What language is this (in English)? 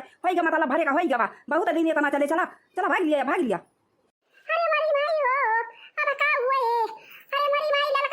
Awadhi